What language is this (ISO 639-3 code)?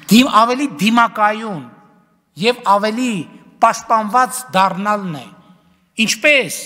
hye